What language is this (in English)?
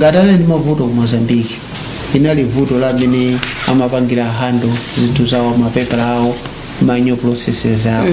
Nyanja